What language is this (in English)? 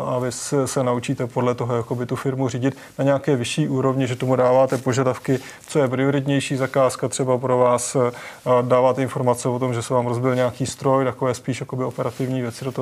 Czech